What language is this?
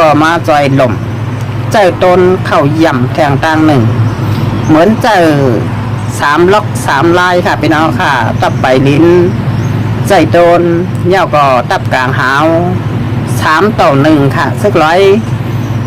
Shan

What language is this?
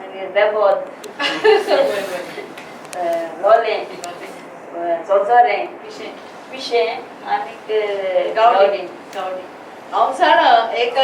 Konkani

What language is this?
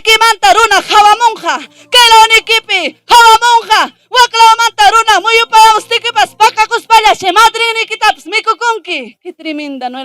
Ayacucho Quechua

